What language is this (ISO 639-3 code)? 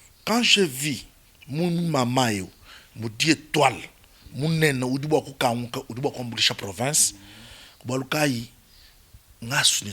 lua